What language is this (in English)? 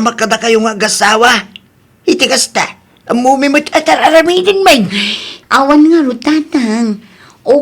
Iloko